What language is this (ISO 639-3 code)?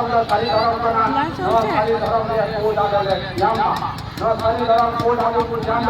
sat